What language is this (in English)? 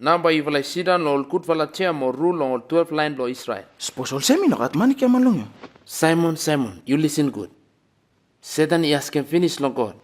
Bislama